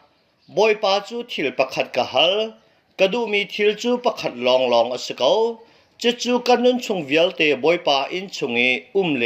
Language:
Hakha Chin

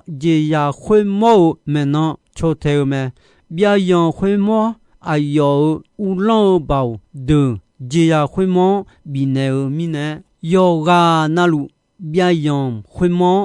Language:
Akha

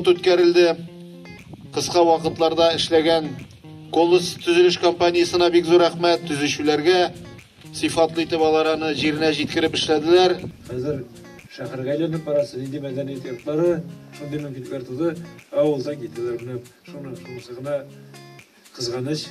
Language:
Tatar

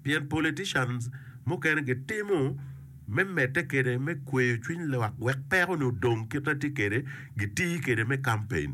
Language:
Acoli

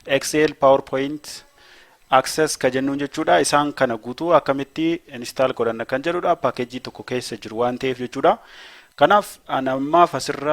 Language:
Oromo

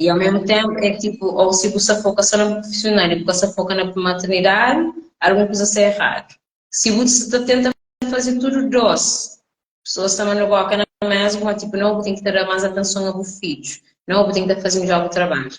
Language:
Kabuverdianu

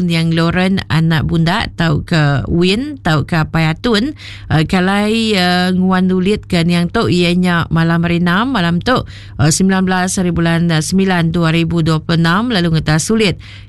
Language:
Iban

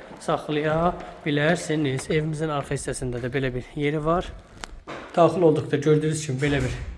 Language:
Azerbaijani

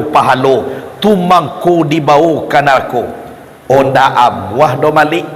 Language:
Minangkabau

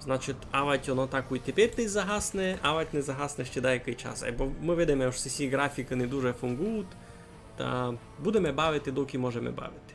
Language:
Rusyn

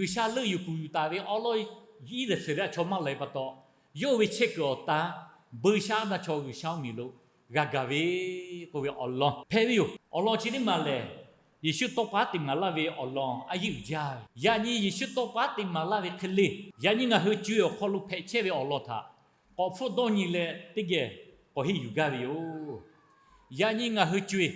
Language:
Lahu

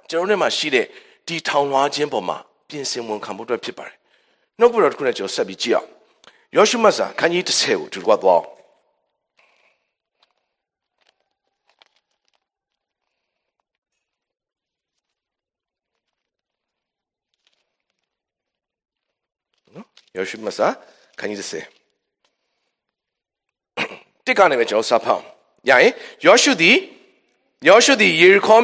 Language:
Burmese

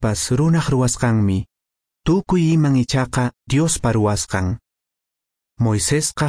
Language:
Quechua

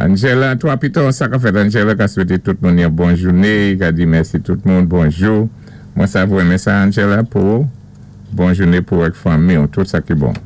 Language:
Saint Lucian Creole French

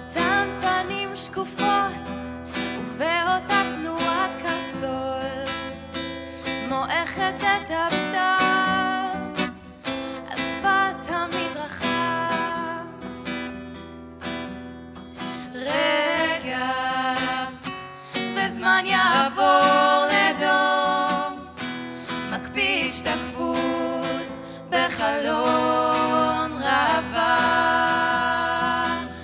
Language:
Hebrew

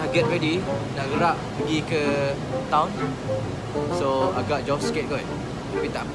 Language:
Malay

